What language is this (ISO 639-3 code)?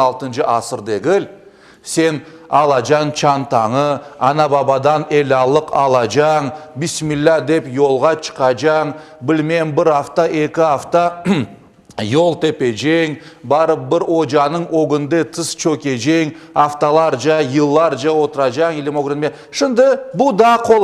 crh